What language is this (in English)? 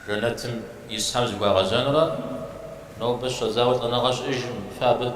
Kabardian